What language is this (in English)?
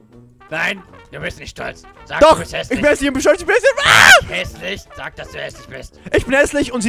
German